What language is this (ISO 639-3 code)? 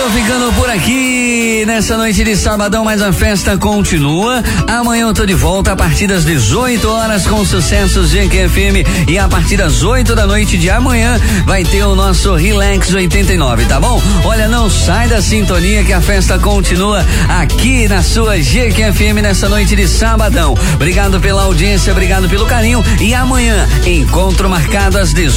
por